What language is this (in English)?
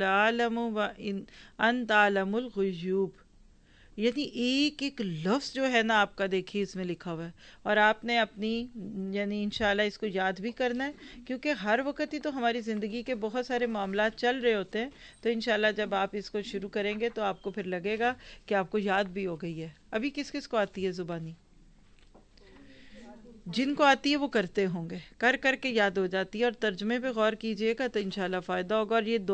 Urdu